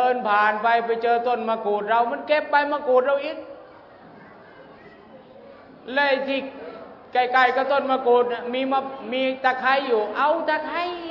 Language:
Thai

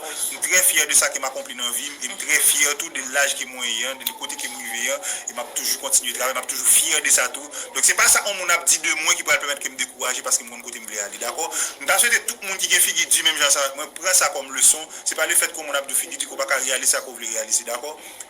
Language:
Haitian Creole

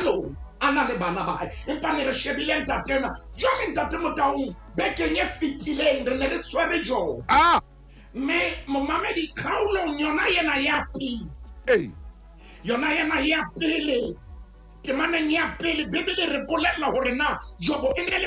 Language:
Southern Sotho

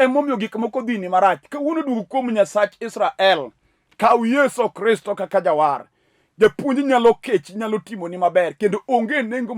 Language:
Luo (Kenya and Tanzania)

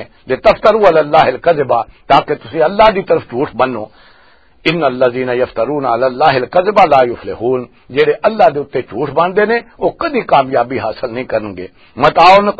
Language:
Western Panjabi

